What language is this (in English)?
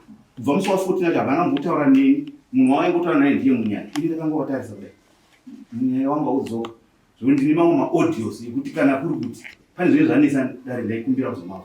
Shona